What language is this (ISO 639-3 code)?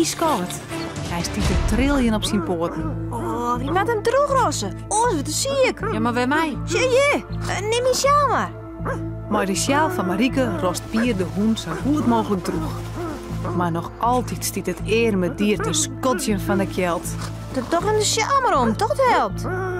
fry